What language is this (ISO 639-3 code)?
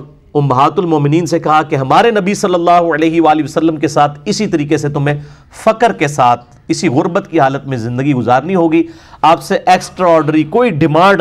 urd